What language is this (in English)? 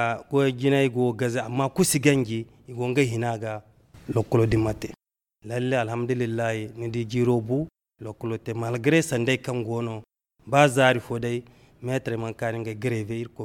Zarma